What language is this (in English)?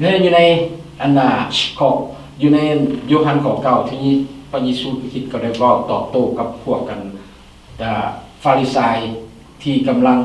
Lao